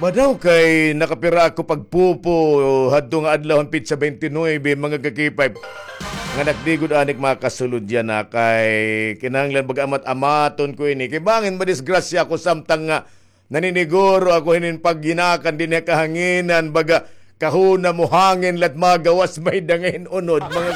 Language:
Waray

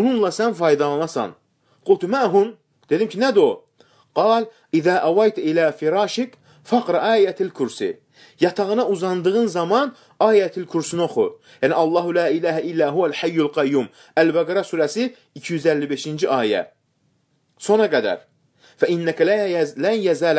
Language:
Azerbaijani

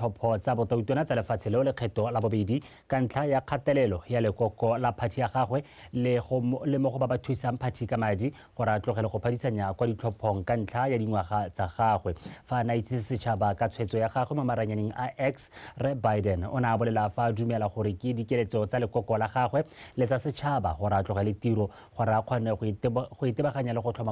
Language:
Tswana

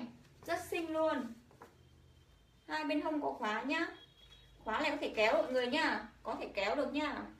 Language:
Vietnamese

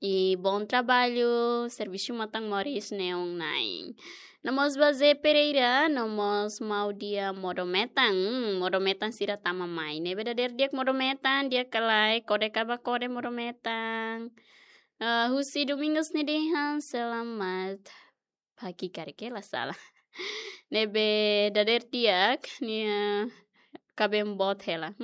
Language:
Tetum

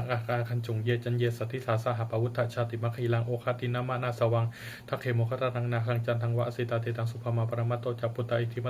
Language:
Pali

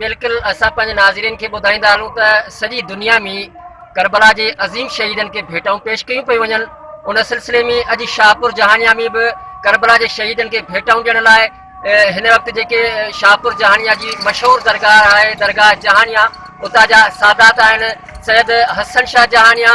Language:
Sindhi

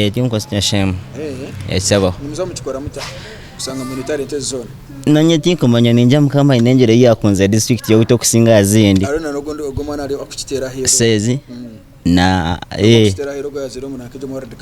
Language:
Nyankole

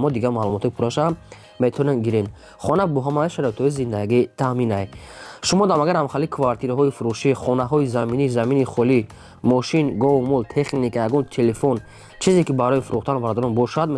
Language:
Tajik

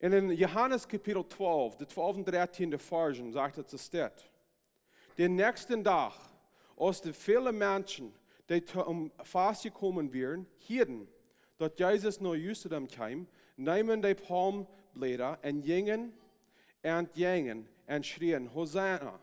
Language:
Plautdietsch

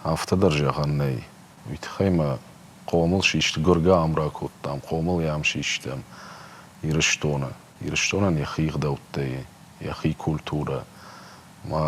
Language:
Ossetic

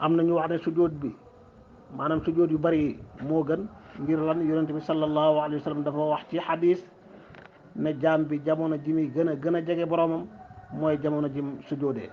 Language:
Wolof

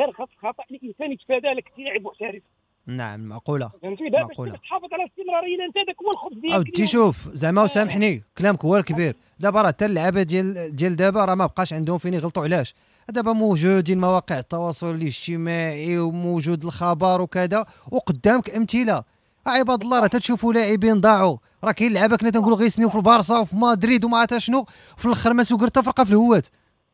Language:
Moroccan Arabic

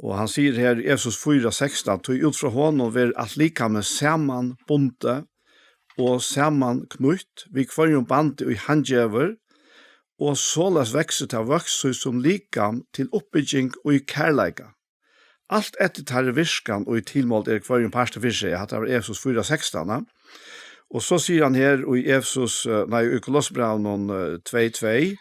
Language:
Faroese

